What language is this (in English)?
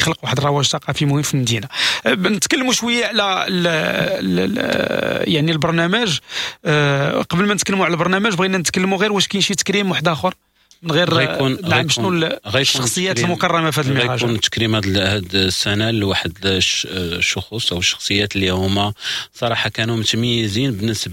Moroccan Arabic